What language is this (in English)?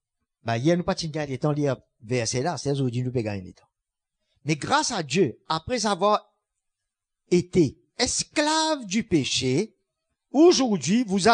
Morisyen